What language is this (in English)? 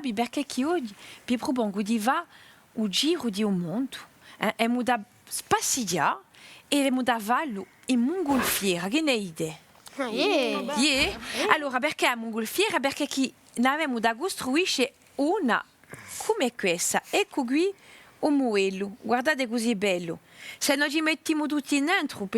Corsican